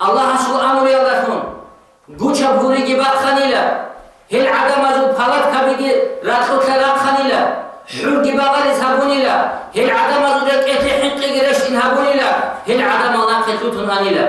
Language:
Avaric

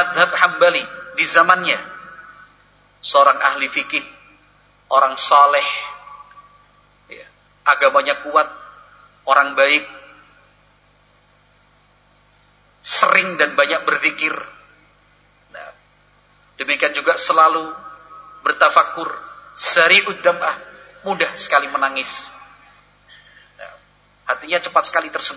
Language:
Indonesian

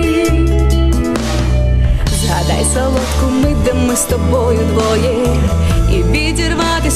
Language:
Ukrainian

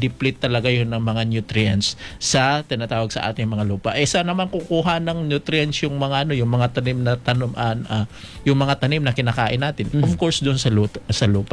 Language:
Filipino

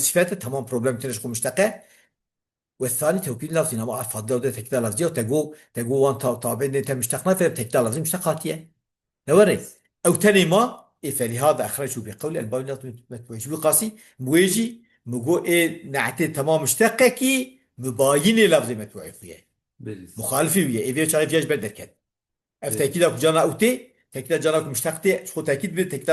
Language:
Kurdish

